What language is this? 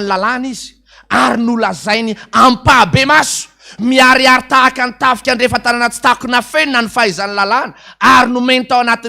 Malagasy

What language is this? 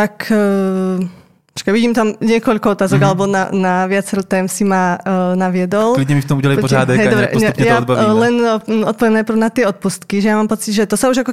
Slovak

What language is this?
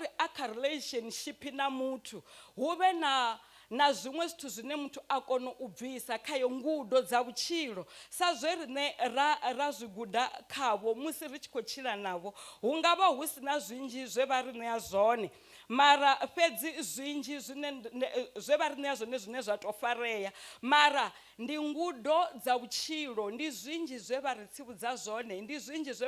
Venda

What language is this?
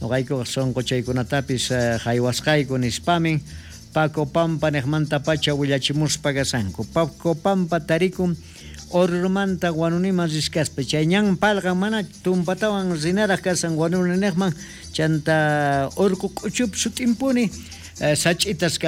South Bolivian Quechua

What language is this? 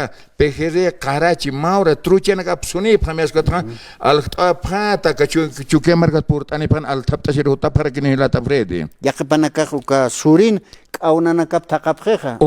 Aymara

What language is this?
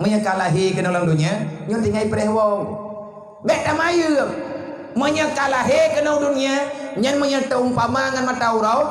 Achinese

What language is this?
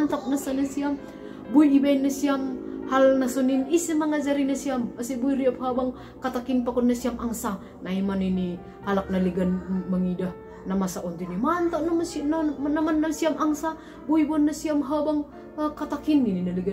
Batak Simalungun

